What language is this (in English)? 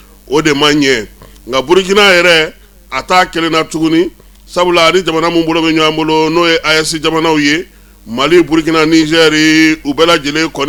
Bambara